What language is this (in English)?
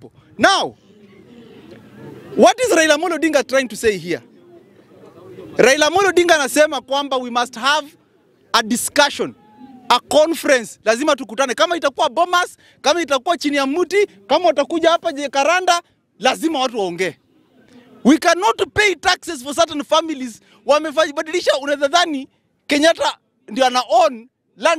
Swahili